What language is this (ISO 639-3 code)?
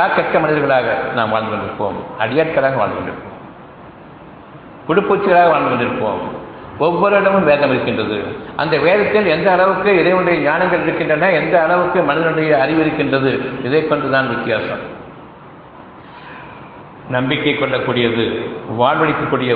tam